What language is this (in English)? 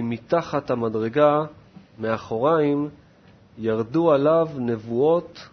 Hebrew